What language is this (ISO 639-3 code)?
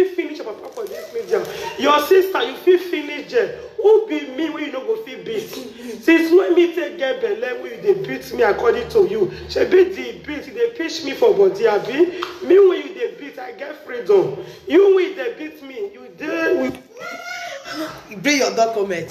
pcm